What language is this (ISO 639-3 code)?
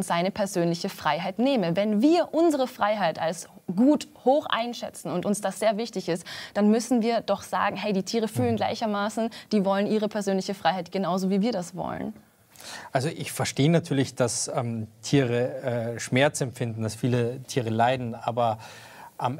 deu